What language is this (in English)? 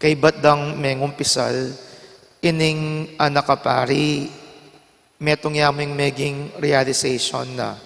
Pampanga